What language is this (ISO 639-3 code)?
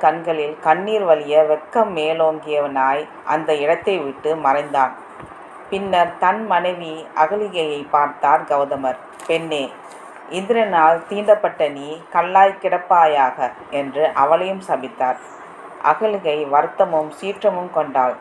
tam